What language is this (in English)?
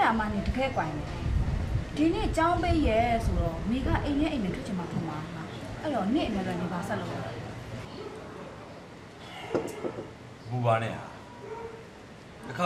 Burmese